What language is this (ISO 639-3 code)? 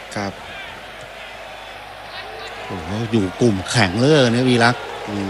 tha